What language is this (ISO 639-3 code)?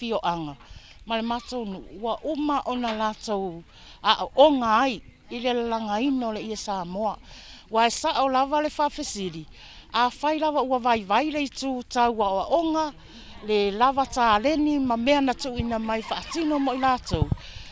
smo